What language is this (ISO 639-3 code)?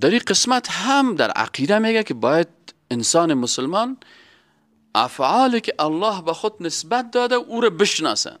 fas